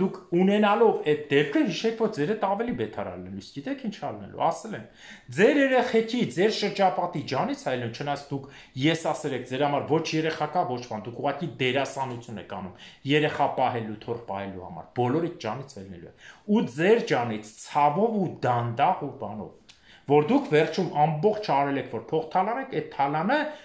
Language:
Armenian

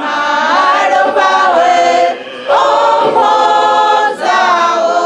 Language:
Venda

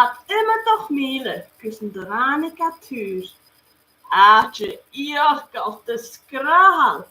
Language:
Scottish Gaelic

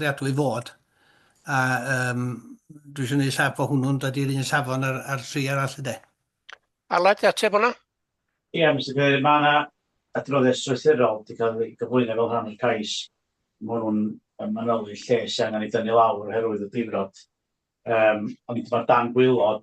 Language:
Welsh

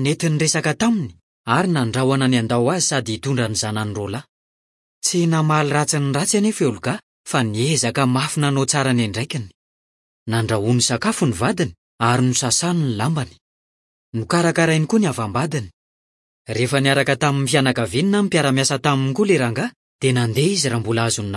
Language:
Malagasy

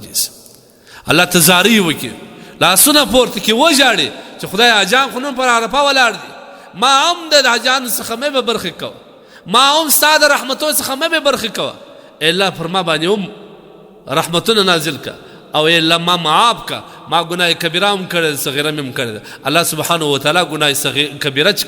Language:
Pashto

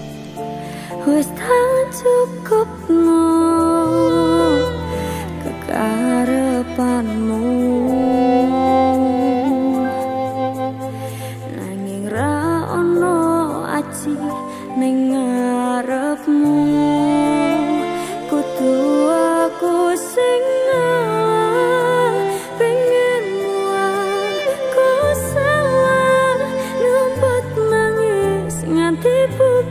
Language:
Javanese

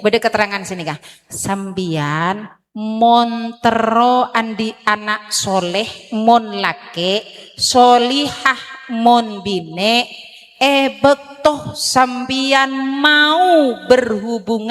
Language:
Madurese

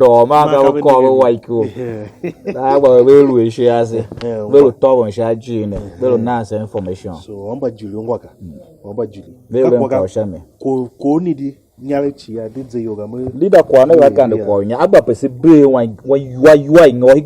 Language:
Tiv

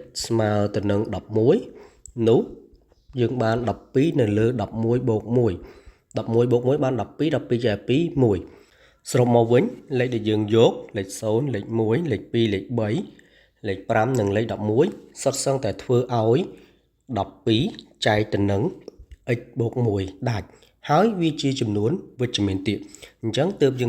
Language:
Khmer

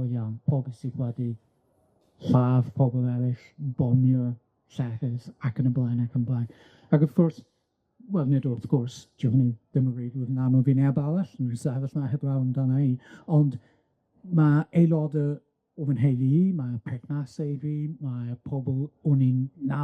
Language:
Welsh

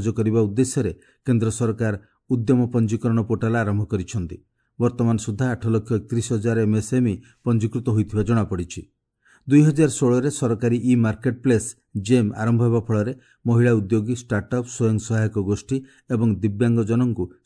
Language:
Odia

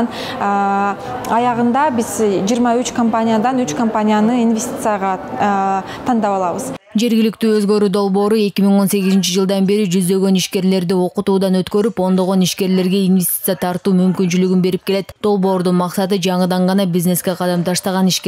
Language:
Kyrgyz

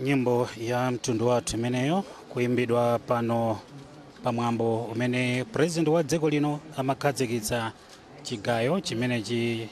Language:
Nyanja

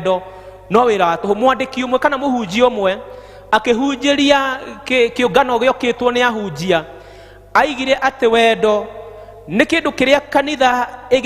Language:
Kikuyu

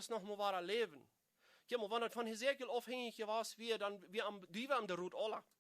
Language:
Plautdietsch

